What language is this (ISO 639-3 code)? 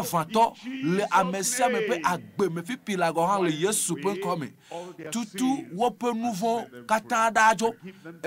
ewe